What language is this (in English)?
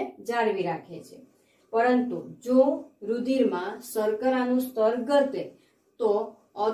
Gujarati